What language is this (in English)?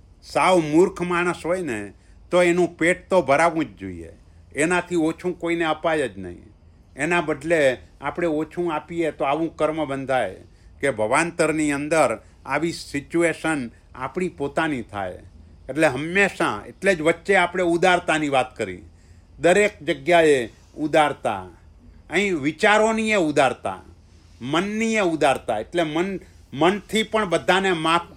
Gujarati